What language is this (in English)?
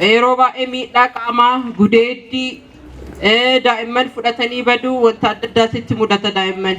Oromo